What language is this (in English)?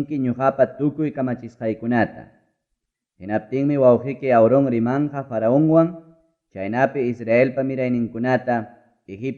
Ayacucho Quechua